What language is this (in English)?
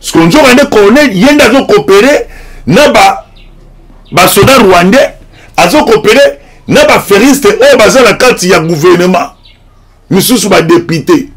Lingala